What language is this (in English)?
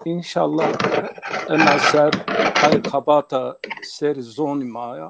Zaza